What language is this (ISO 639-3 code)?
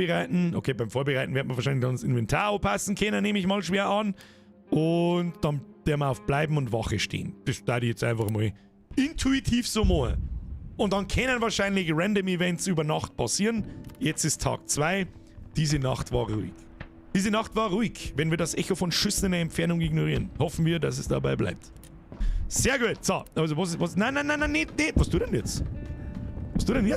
bar